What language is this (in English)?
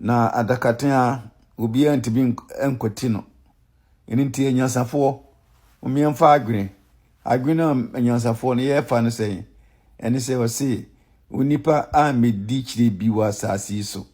Akan